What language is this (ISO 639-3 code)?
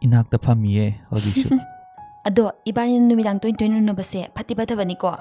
mni